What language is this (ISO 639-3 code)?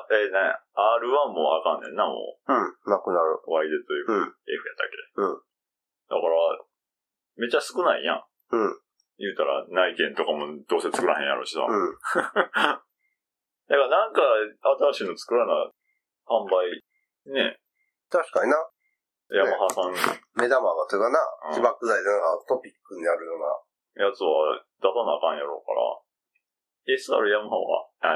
jpn